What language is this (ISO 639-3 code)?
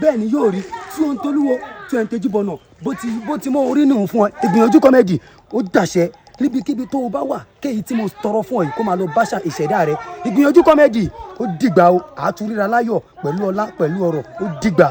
yor